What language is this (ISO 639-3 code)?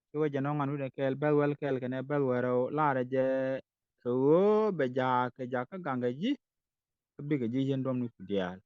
nus